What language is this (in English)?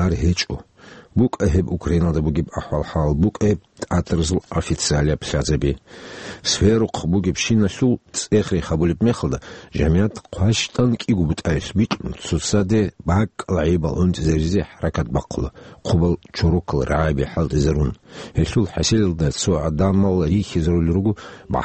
Avaric